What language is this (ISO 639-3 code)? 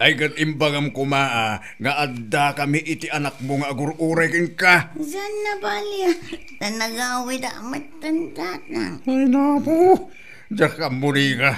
ilo